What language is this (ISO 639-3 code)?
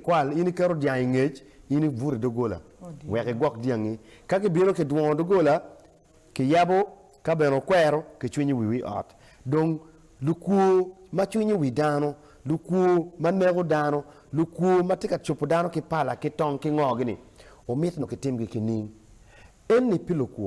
ach